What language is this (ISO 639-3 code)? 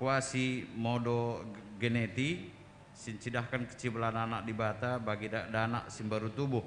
btx